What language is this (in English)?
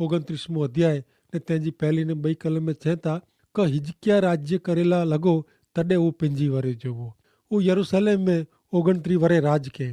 Kachhi